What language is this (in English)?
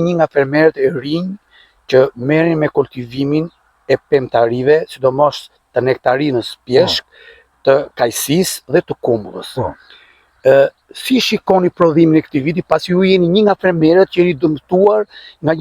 Albanian